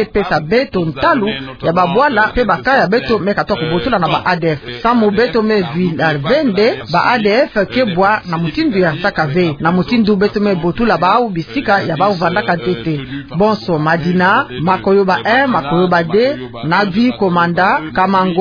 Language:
Kituba (Democratic Republic of Congo)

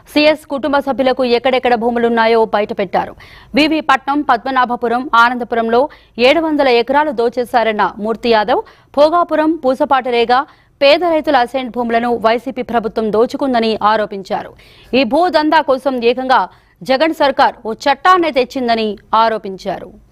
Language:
Telugu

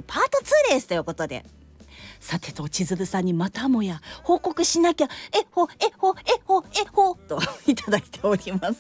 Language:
Japanese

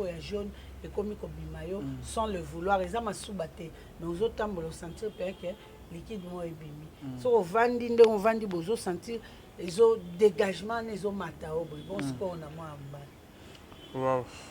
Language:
Lingala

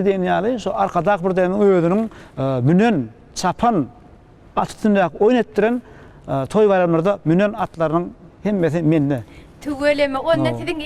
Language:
Turkmen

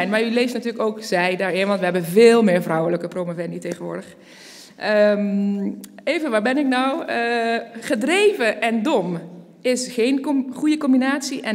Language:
Dutch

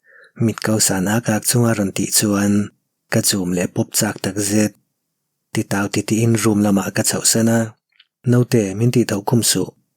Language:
Mizo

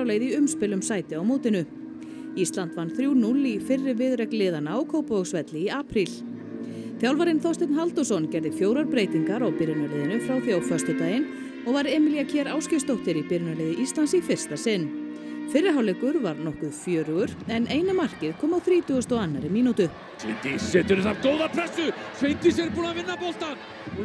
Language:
Icelandic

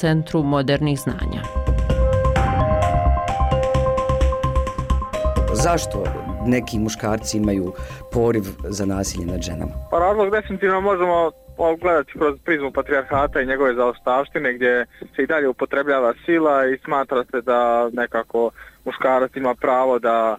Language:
Bosnian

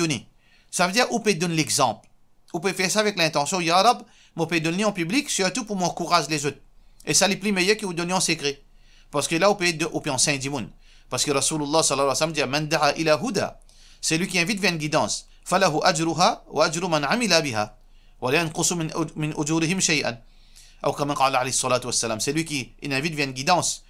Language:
Morisyen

